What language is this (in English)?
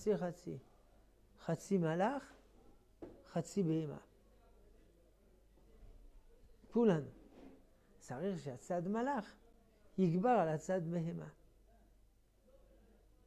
Hebrew